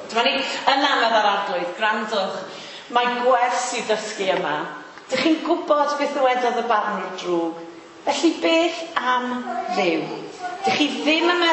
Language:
Welsh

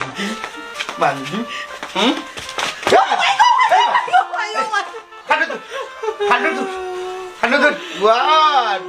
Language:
Sylheti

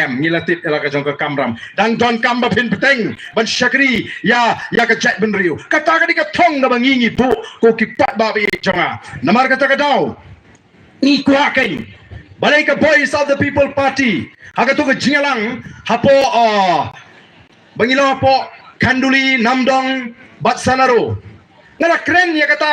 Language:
Khasi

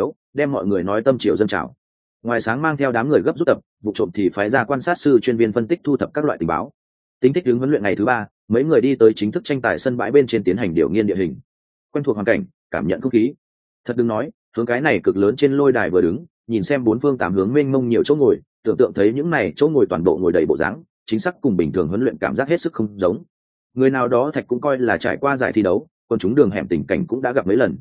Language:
Vietnamese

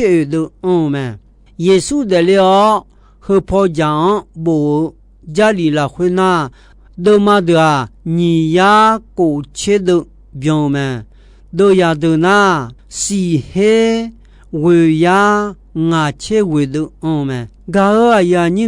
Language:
Akha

